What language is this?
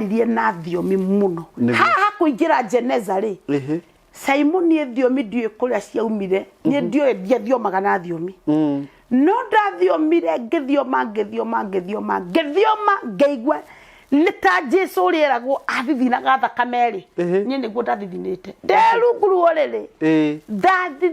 Kikuyu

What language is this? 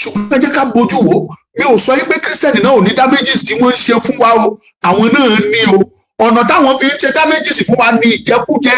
Yoruba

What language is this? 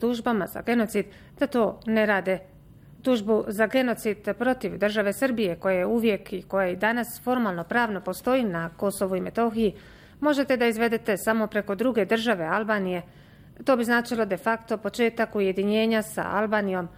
Bosnian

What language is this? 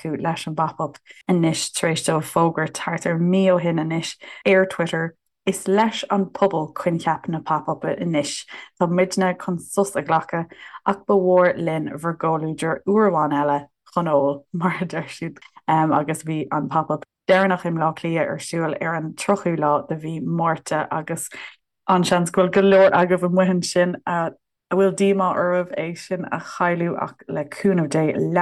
Irish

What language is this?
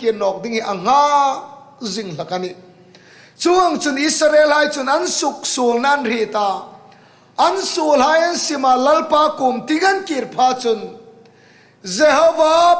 Hmar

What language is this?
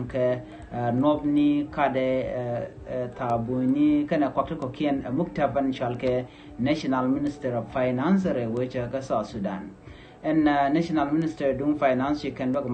Nuer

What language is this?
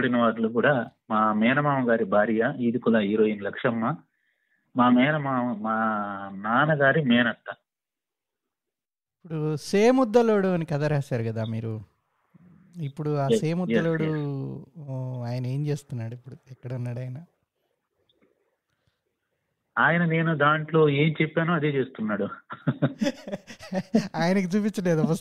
Telugu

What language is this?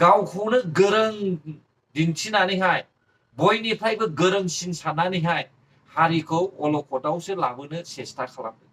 Bodo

